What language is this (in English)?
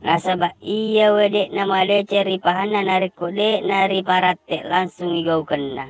Buginese